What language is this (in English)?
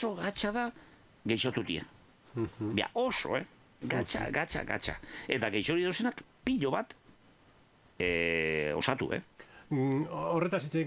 Basque